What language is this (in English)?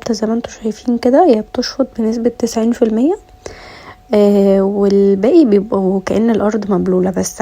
Egyptian Arabic